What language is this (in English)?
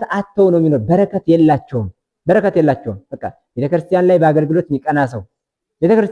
Amharic